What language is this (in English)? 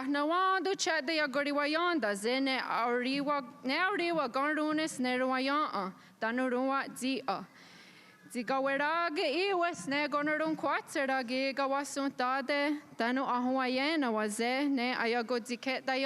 Mohawk